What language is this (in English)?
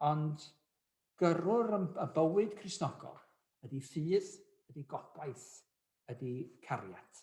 Welsh